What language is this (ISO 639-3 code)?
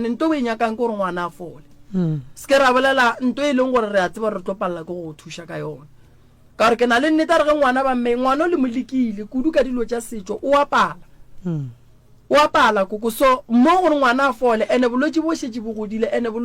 nso